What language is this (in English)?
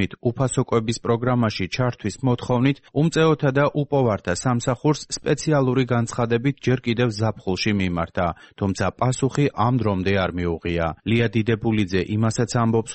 Georgian